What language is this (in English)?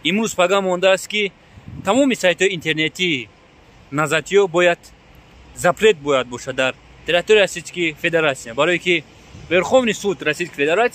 Tajik